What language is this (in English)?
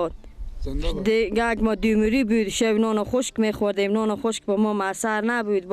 Persian